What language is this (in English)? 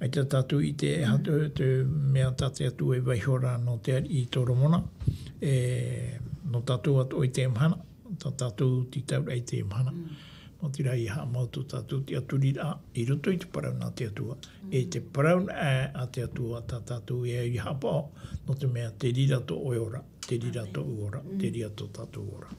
Tahitian